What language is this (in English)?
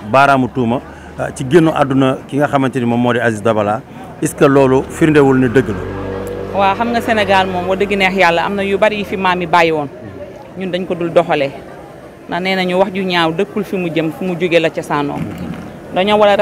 Wolof